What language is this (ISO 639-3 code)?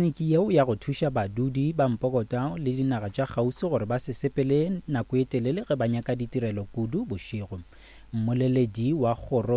nso